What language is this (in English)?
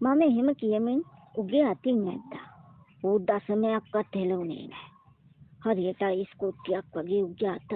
Sinhala